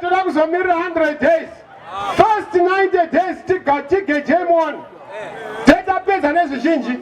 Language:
Shona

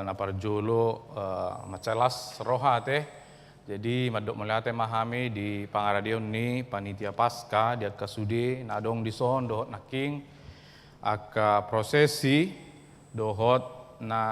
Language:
Batak Toba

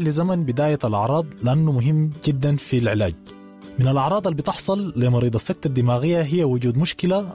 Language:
Sudanese Arabic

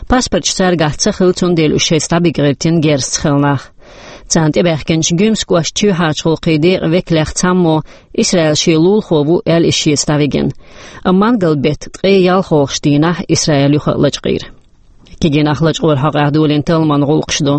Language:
Chechen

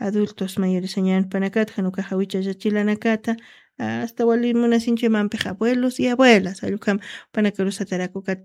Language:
Aymara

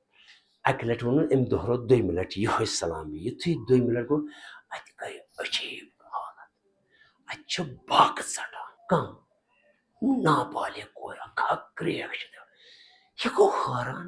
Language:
Kashmiri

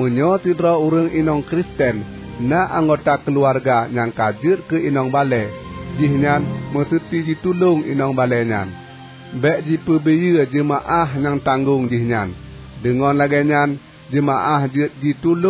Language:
Achinese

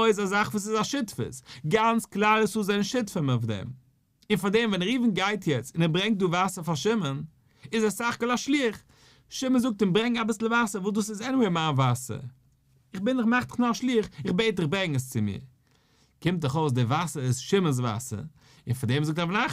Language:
Yiddish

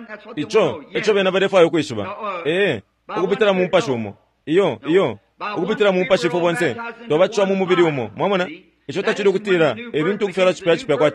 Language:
Bemba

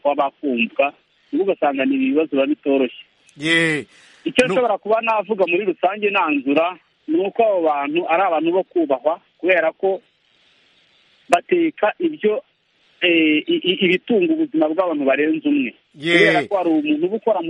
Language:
Kinyarwanda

